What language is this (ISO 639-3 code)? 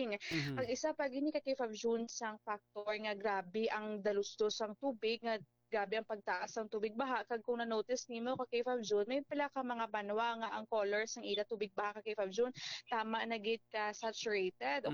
hil